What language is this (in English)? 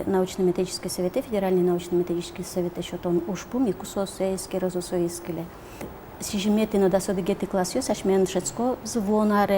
Udmurt